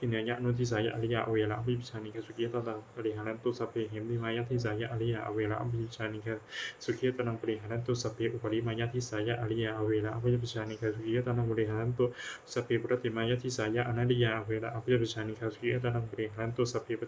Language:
Pali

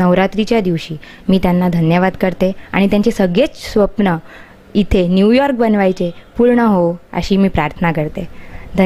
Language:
Marathi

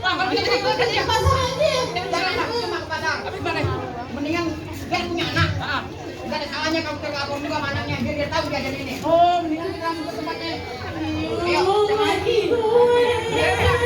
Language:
Betawi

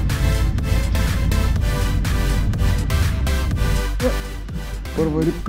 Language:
Bulgarian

